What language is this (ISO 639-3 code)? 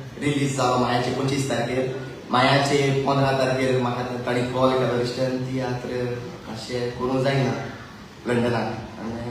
kok